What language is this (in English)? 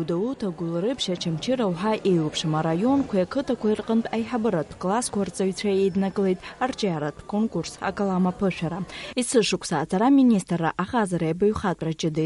Abkhazian